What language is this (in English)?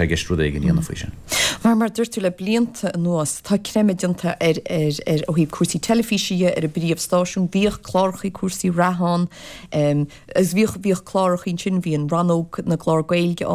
Irish